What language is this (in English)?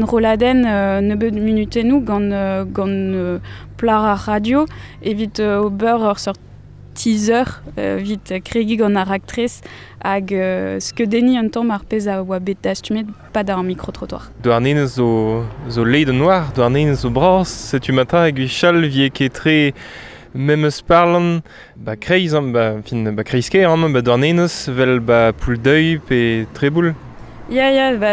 Breton